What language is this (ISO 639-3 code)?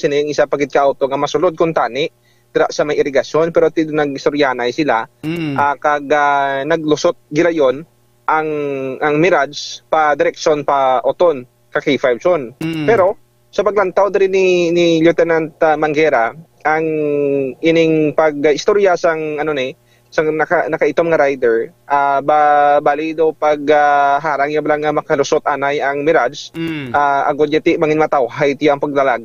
hil